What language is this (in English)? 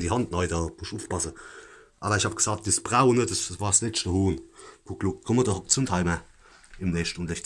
Palatine German